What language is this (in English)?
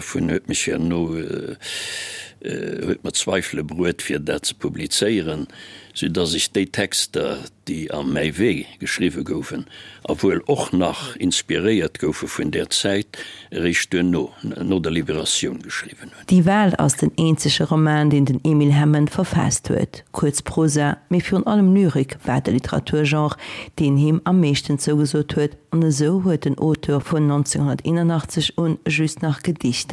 Luxembourgish